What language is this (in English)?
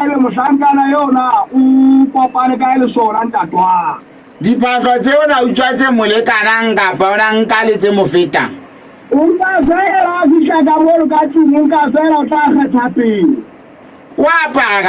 Southern Sotho